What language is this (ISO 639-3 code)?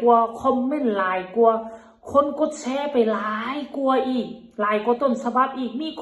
lao